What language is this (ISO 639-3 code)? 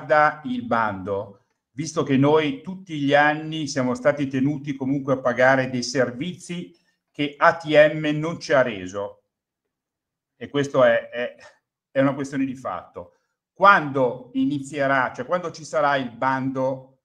ita